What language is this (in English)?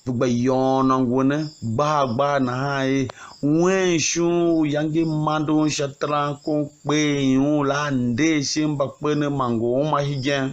Tiv